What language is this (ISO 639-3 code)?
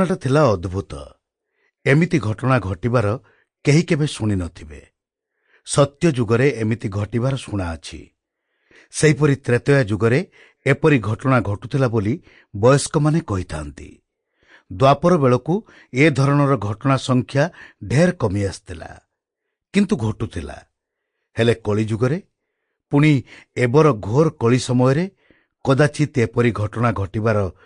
ori